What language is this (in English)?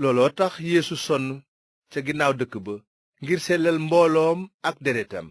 Wolof